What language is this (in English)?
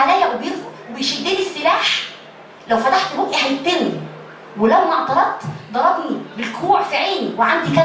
Egyptian Arabic